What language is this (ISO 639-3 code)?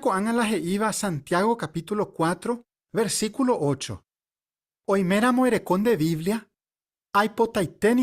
grn